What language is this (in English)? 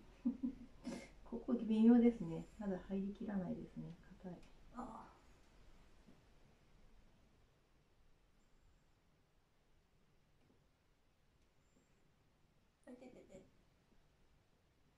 Japanese